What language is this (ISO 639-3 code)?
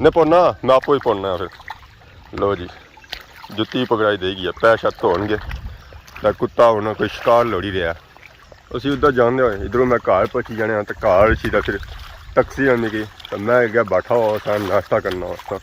phr